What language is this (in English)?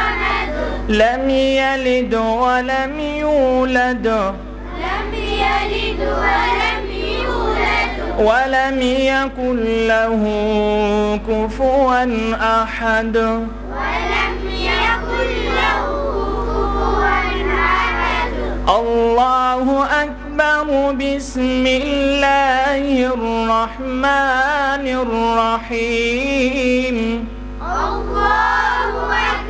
Arabic